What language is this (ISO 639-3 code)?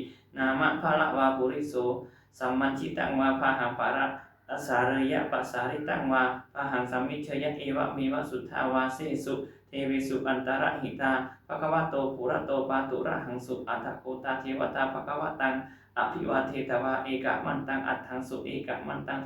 pli